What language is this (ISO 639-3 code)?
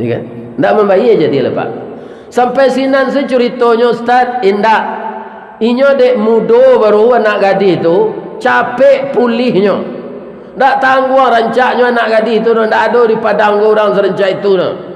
min